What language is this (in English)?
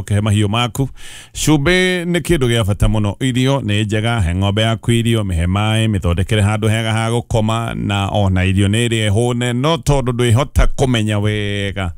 Kikuyu